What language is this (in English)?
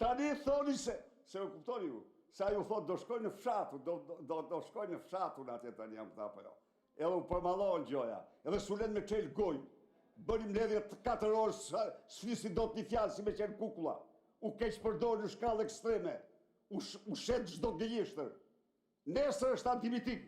Albanian